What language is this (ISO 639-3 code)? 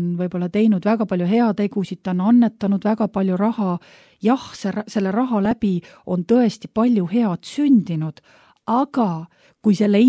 est